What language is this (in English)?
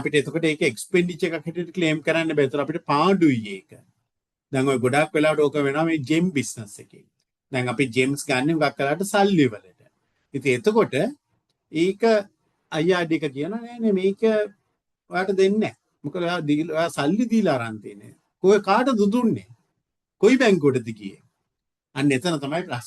Sinhala